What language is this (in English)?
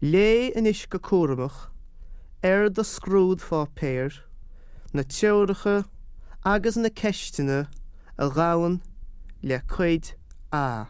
Irish